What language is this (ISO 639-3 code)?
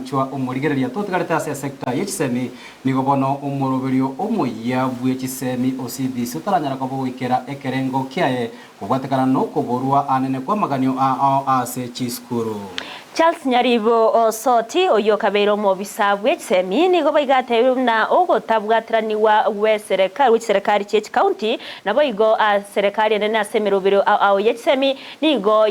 guz